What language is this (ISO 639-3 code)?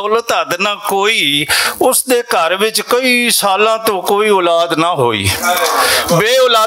lah